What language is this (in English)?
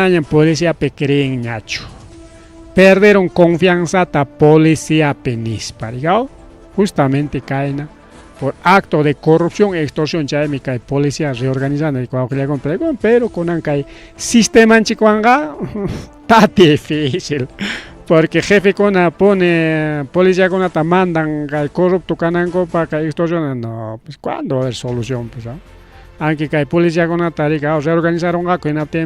Ayacucho Quechua